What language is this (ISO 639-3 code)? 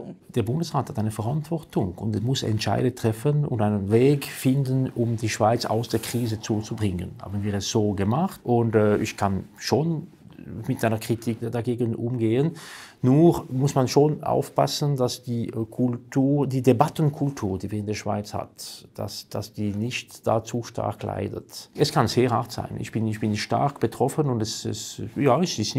gsw